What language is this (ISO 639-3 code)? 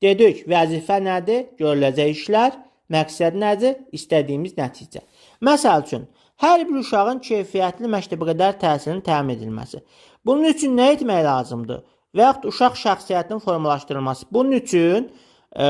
aze